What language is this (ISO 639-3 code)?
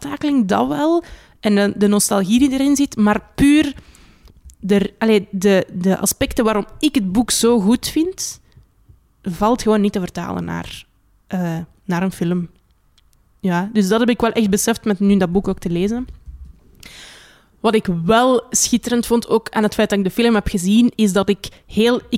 nld